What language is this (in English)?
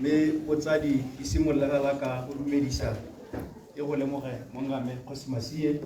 Tswana